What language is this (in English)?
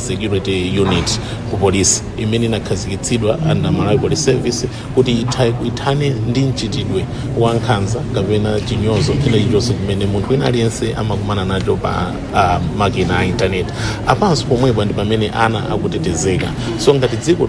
Nyanja